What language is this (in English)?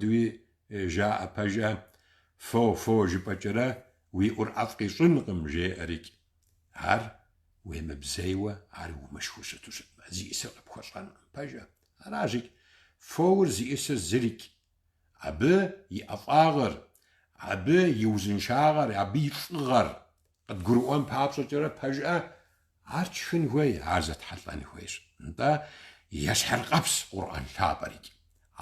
Kabardian